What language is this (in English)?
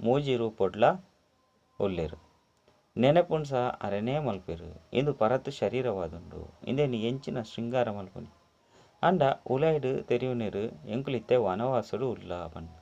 Tulu